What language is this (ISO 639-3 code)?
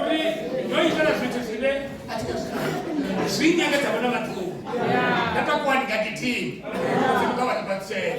ven